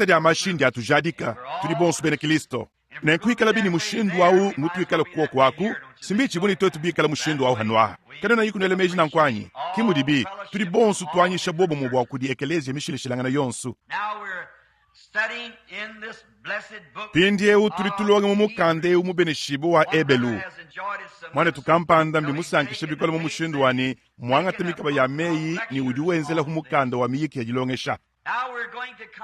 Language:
Luba-Lulua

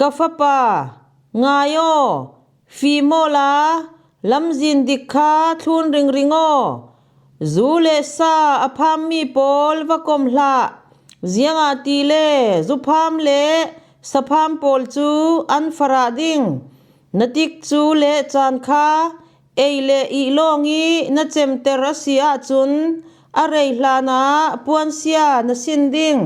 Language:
Falam Chin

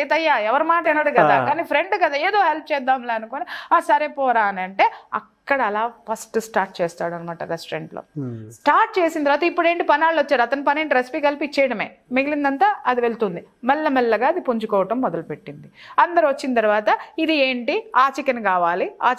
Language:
Telugu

